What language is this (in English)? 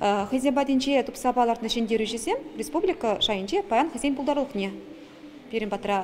Chuvash